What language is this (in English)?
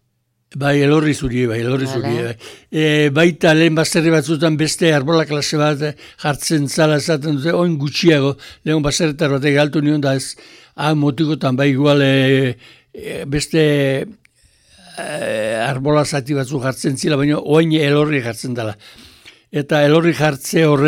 Basque